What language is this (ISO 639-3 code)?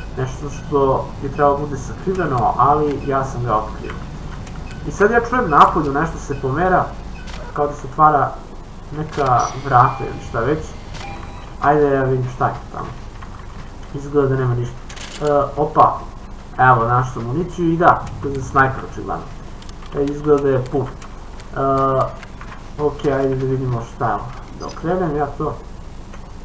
srp